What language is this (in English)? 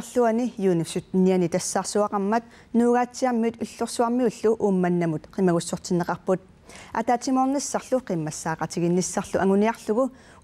Kalaallisut